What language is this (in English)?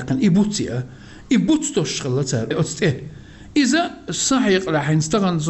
Chechen